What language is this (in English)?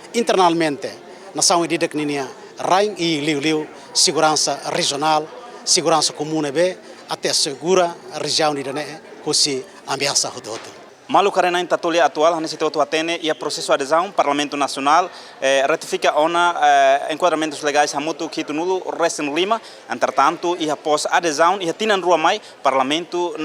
Tetum